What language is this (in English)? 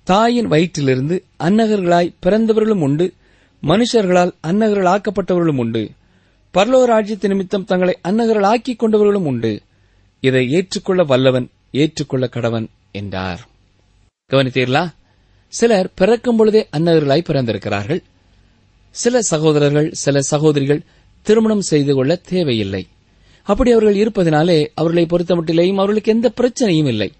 Tamil